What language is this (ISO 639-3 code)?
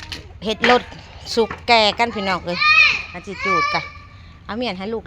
tts